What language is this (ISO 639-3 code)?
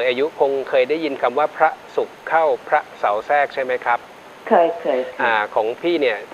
tha